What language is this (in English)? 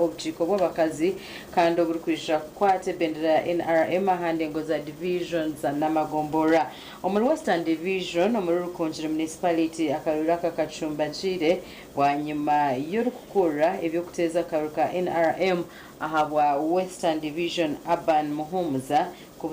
Nyankole